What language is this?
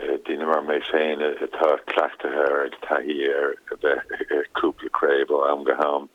Irish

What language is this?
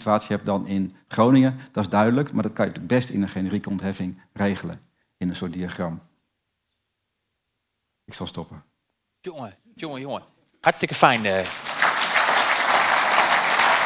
Dutch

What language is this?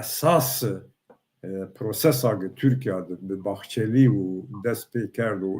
Zaza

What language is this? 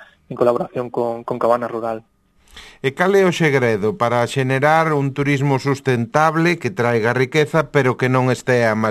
Galician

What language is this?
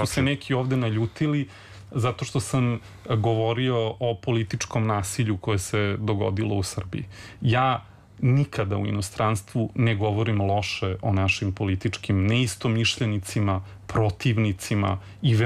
Serbian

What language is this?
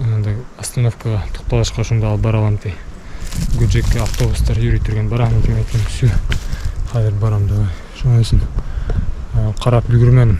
Bashkir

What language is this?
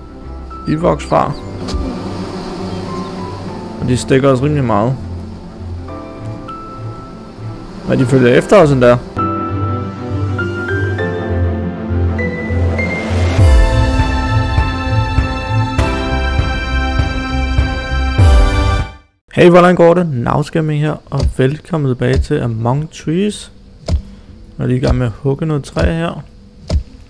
Danish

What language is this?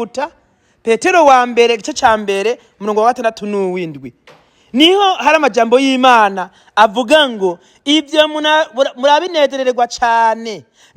Rundi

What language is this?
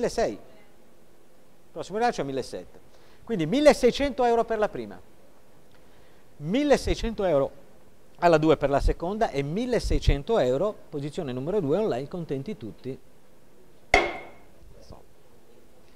Italian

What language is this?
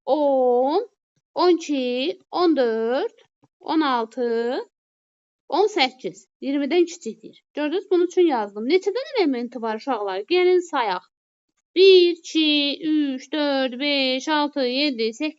Azerbaijani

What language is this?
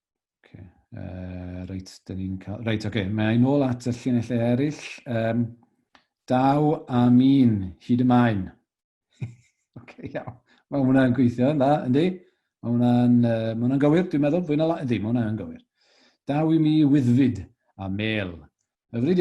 Welsh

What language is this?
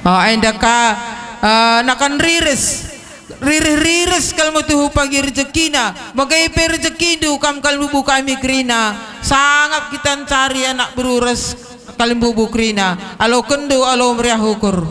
Batak Karo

